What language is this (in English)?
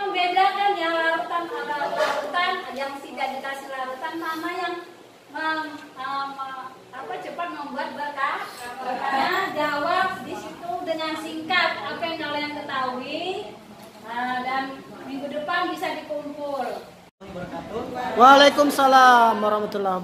Indonesian